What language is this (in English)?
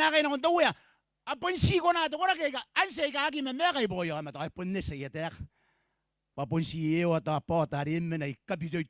Gilbertese